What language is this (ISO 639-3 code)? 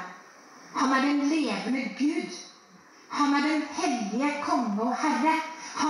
nor